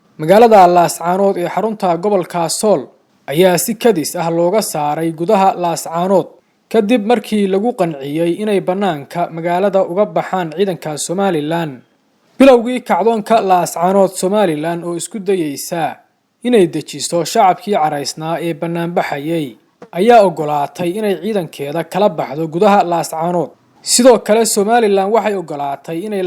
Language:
Somali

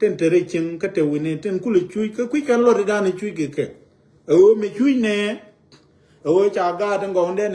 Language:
Nuer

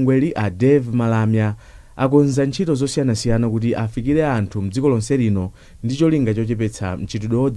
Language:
Nyanja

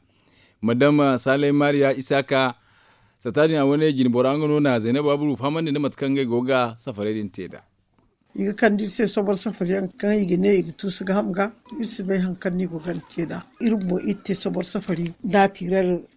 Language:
Zarma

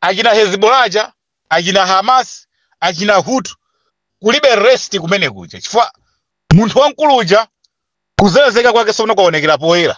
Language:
Nyanja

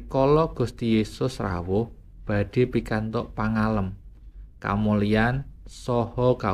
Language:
Javanese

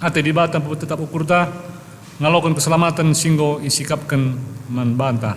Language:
Batak Karo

